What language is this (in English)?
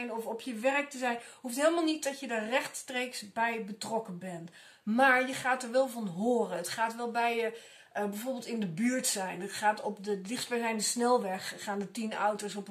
Dutch